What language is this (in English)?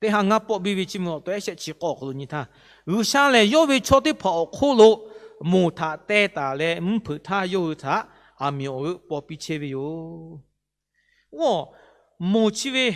Lahu